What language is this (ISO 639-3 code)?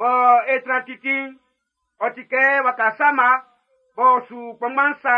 bci